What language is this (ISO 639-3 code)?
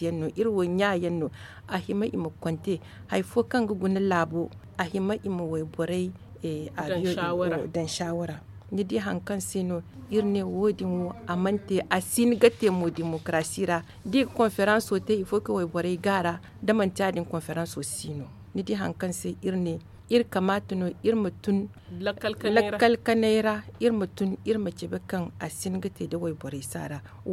dje